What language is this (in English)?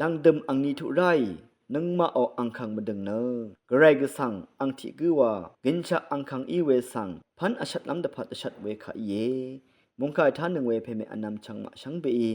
Rawang